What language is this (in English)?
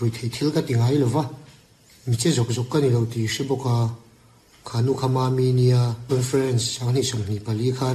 Mizo